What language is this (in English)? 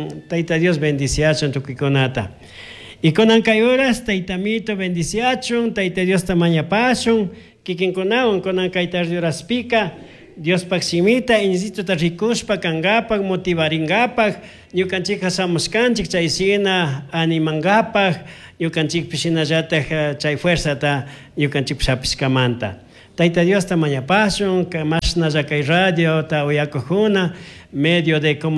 Chimborazo Highland Quichua